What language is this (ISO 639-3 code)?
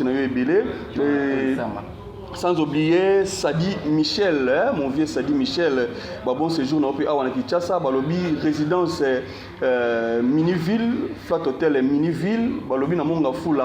lin